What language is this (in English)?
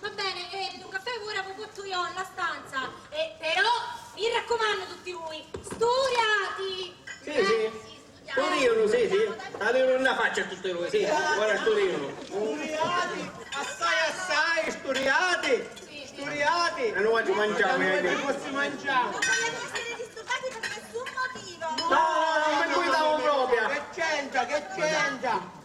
Sicilian